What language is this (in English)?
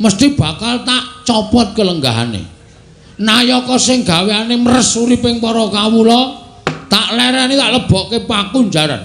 Javanese